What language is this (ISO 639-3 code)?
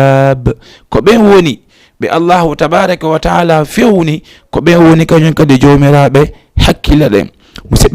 ful